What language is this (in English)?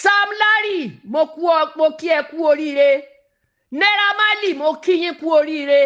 Yoruba